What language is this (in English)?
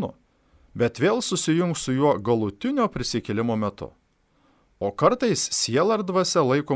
Lithuanian